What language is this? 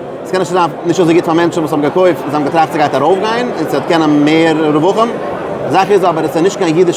Yiddish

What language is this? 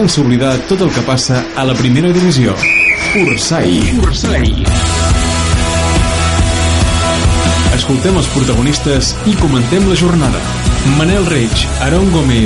Catalan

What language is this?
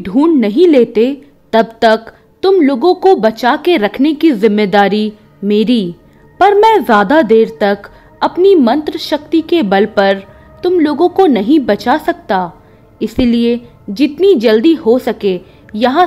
Hindi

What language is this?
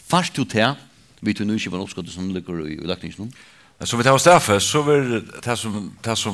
Faroese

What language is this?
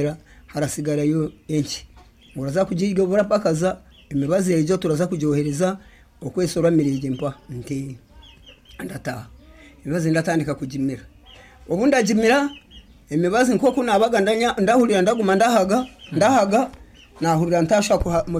Nyankole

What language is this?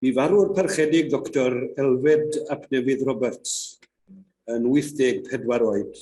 Welsh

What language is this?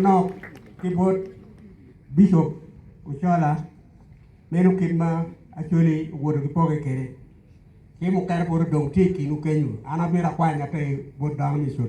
Acoli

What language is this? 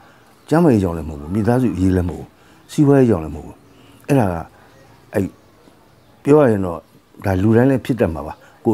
Burmese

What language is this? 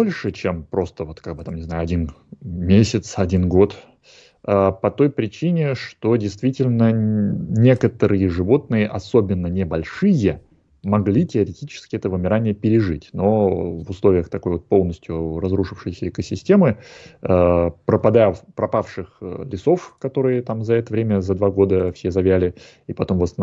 Russian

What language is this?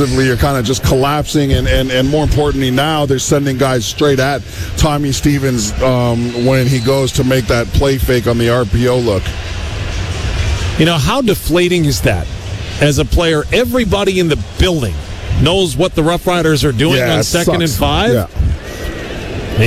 English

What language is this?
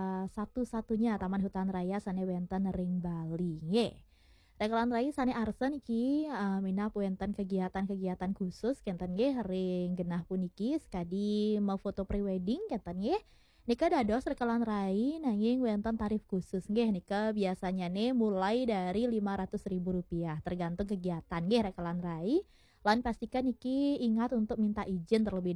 Balinese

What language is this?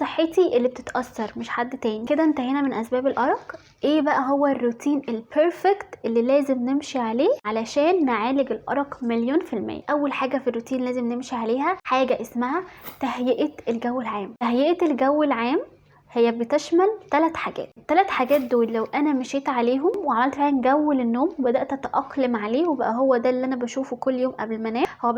Egyptian Arabic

